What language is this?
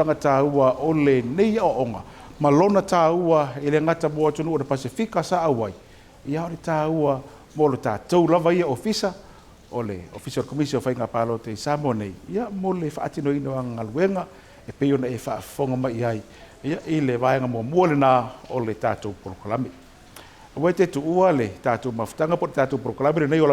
Samoan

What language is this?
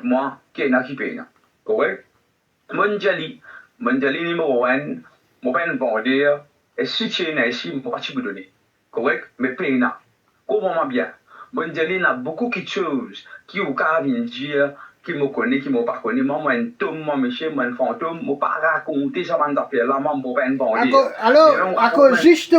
Morisyen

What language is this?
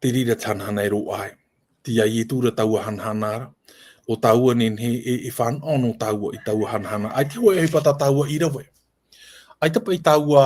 Tahitian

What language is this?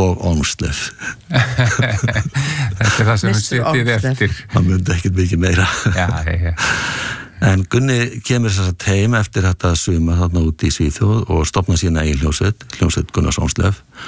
Icelandic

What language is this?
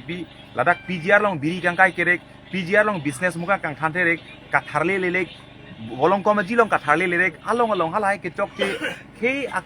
Karbi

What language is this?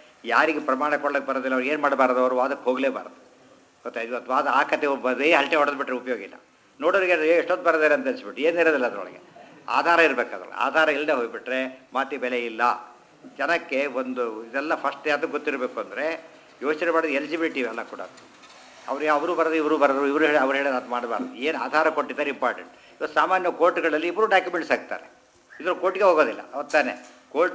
Kannada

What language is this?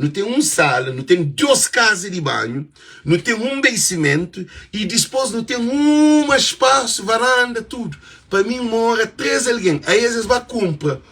Kabuverdianu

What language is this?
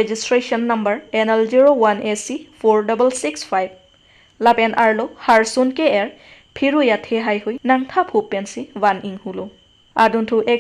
Karbi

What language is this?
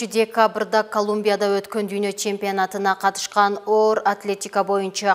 Kyrgyz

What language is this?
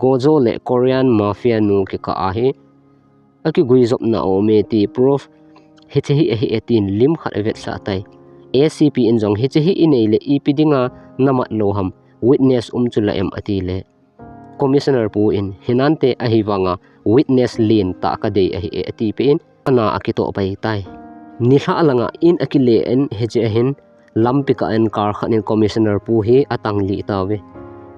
Thado Chin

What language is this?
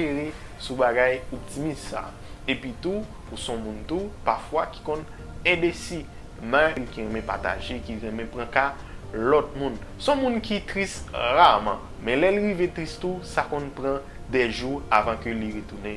Haitian Creole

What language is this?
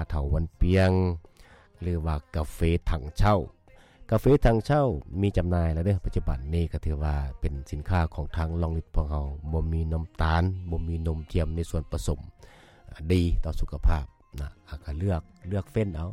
Lao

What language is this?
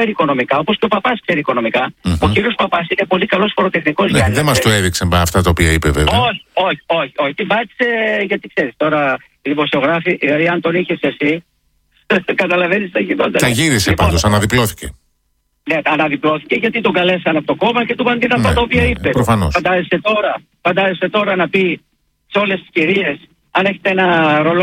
Greek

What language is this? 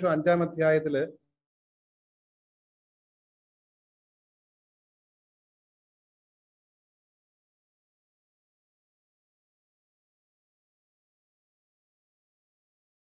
Malayalam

